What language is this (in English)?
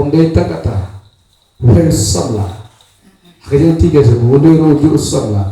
Khasi